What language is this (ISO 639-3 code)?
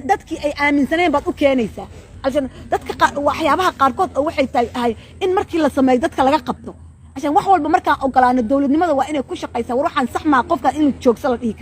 som